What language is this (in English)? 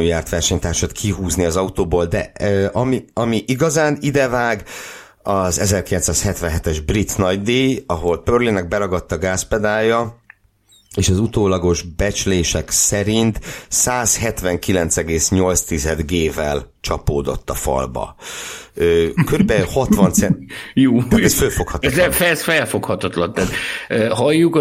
Hungarian